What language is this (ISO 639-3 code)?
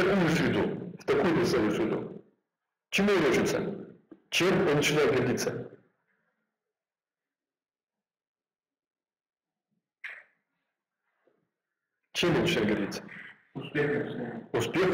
rus